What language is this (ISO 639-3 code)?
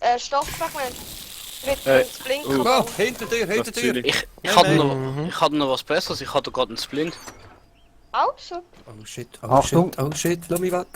gsw